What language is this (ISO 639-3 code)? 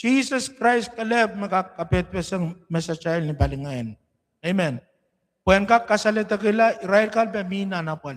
pon